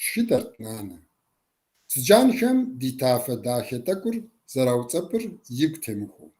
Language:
Kabardian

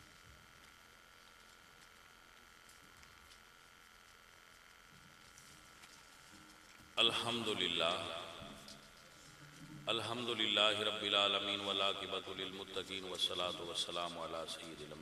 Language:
Western Panjabi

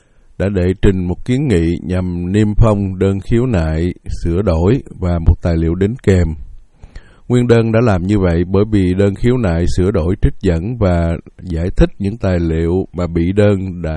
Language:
Vietnamese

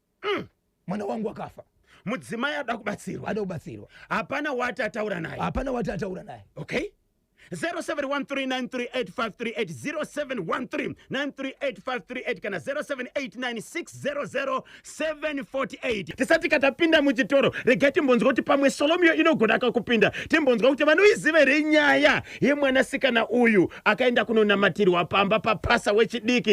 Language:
Shona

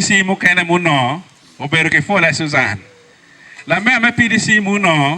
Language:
Acoli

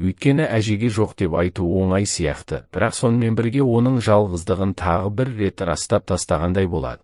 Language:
Kazakh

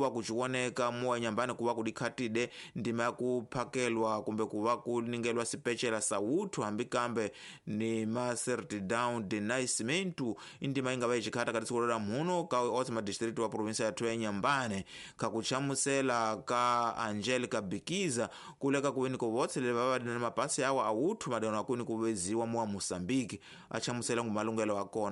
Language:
Tsonga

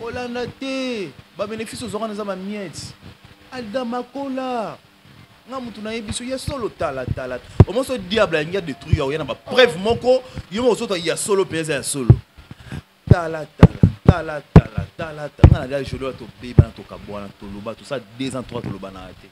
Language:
Lingala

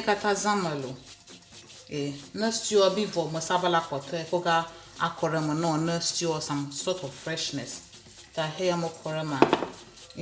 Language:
Ewe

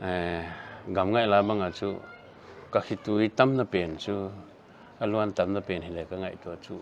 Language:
Paite Chin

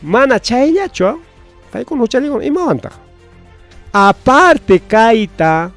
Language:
Ayacucho Quechua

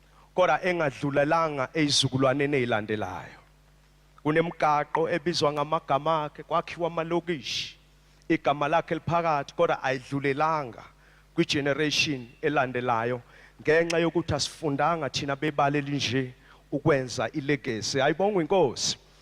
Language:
Zulu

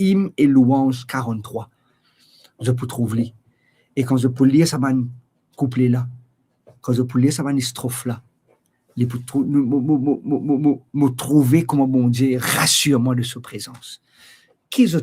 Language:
Morisyen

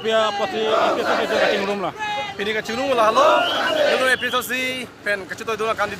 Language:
Karbi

